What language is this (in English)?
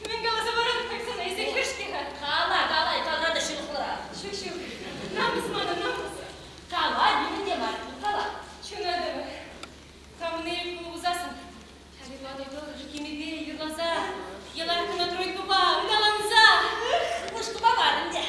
Chuvash